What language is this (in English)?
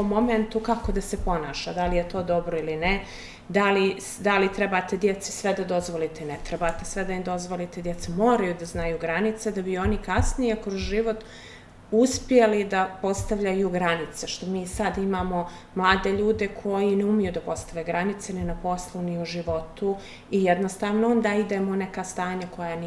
Bosnian